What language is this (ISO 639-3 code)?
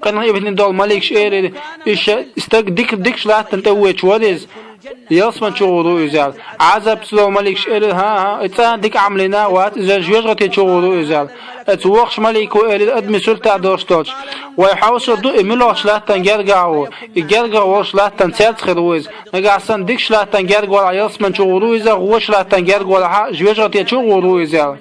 che